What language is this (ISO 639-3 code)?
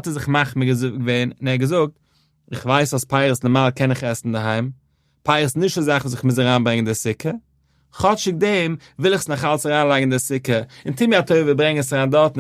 yid